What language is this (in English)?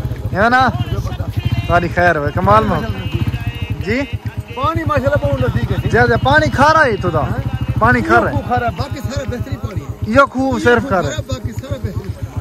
Saraiki